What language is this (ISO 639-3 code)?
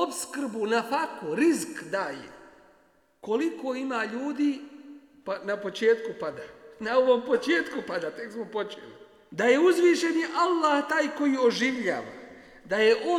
bos